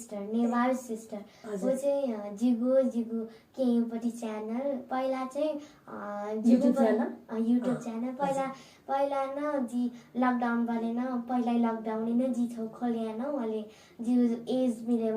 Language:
Newari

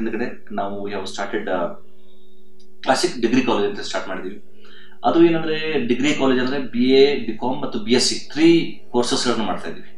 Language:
Kannada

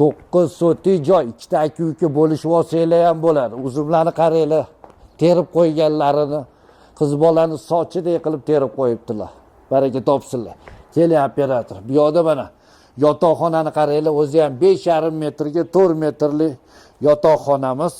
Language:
Uzbek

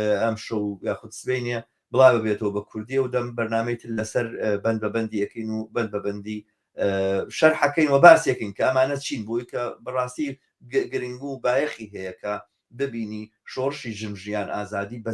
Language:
Central Kurdish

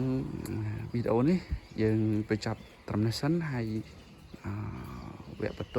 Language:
Khmer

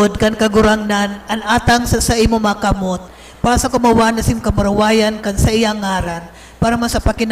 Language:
Bikol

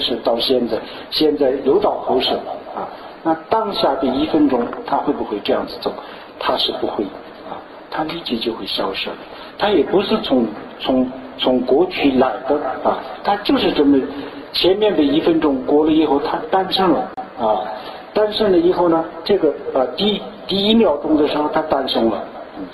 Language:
Chinese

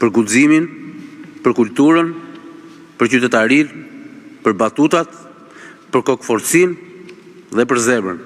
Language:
Albanian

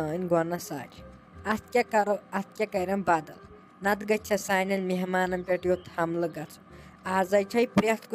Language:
Kashmiri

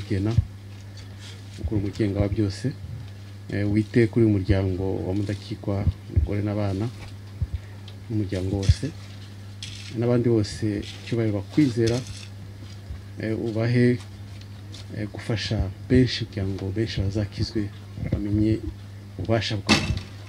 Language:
Kinyarwanda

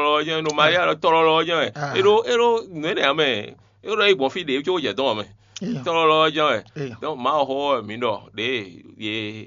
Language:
Fon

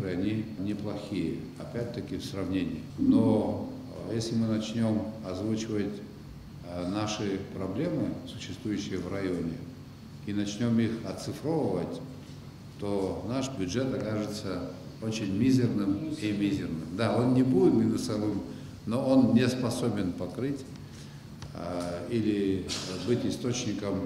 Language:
Russian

